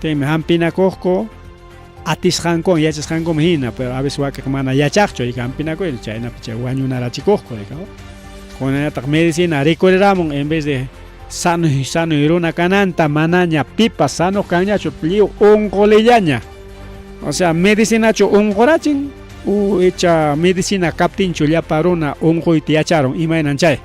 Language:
Ayacucho Quechua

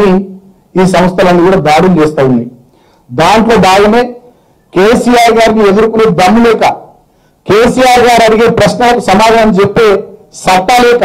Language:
Telugu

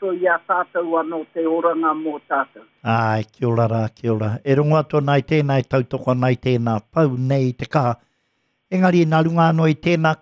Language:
Māori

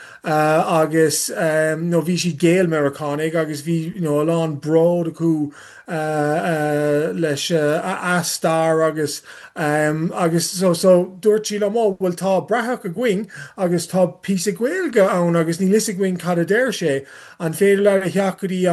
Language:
Irish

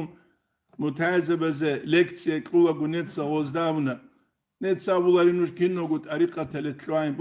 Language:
Avaric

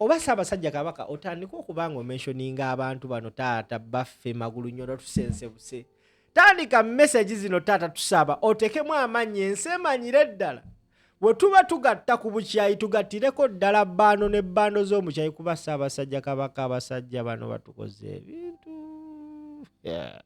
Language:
Ganda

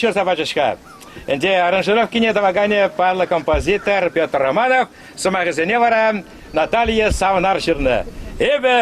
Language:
Chuvash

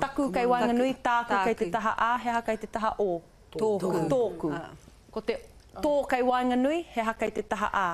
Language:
Māori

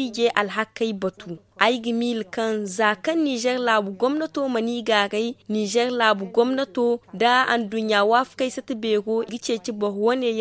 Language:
Zarma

